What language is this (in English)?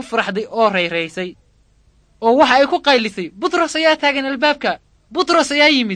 Somali